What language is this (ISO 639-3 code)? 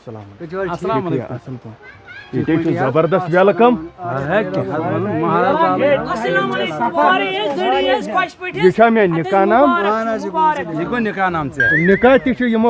kas